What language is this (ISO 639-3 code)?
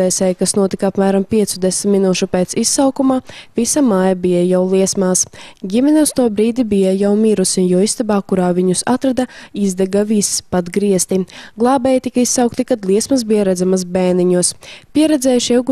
lav